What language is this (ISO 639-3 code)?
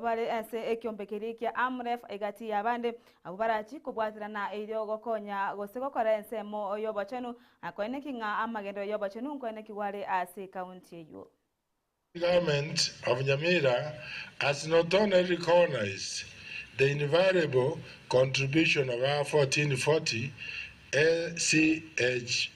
guz